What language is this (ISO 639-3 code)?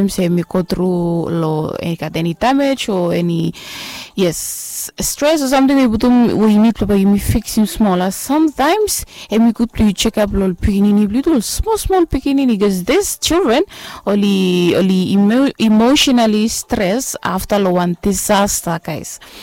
bis